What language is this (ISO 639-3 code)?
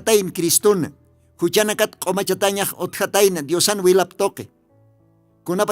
aym